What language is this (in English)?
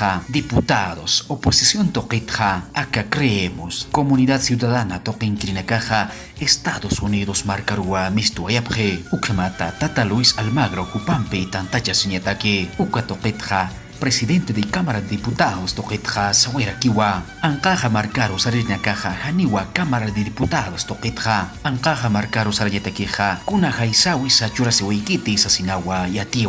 Aymara